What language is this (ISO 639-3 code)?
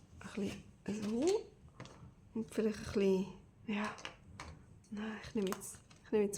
gsw